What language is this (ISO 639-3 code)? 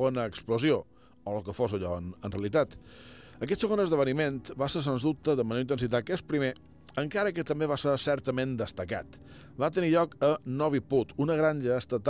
cat